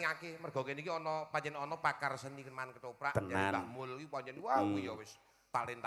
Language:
Javanese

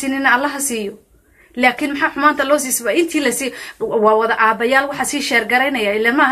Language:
Somali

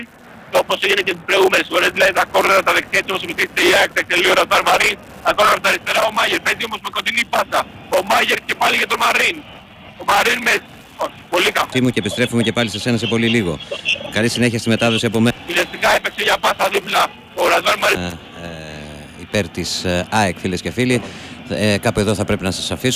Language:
Greek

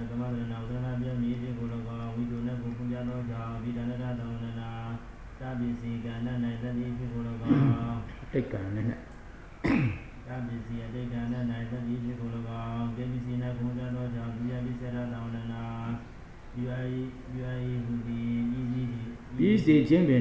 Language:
Burmese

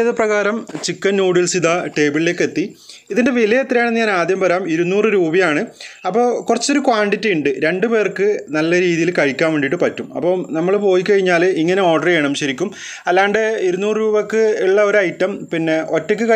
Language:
Malayalam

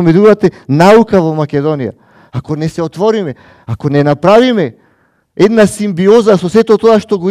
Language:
Macedonian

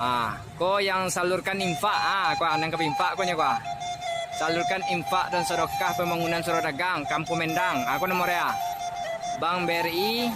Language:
Minangkabau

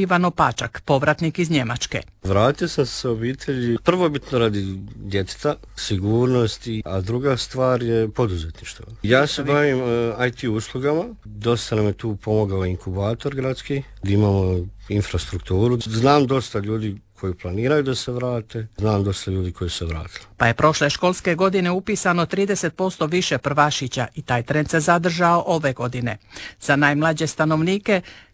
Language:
Croatian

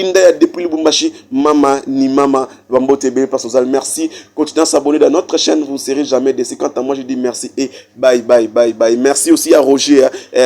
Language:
Lingala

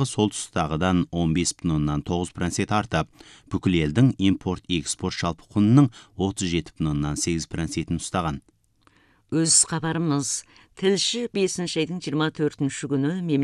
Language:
Kazakh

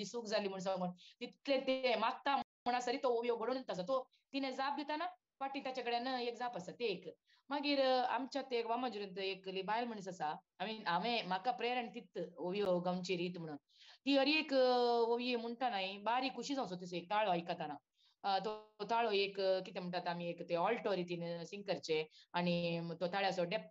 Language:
Konkani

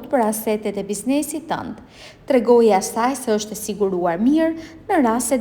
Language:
Albanian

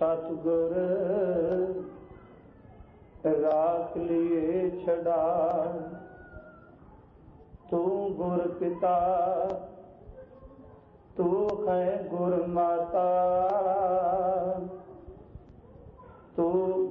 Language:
Punjabi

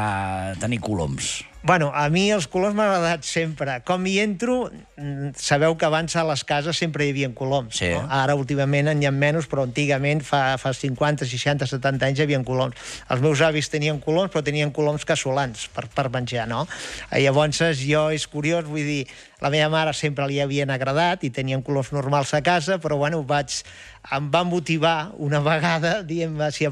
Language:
Catalan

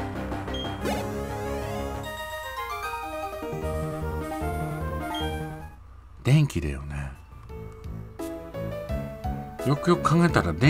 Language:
Japanese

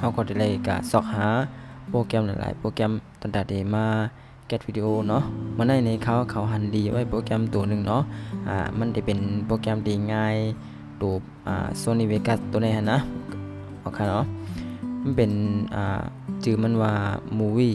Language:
Shan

